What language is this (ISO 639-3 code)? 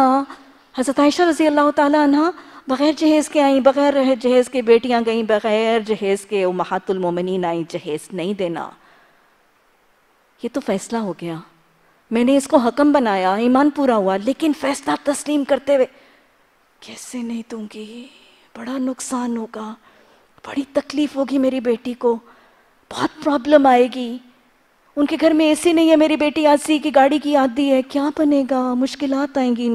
urd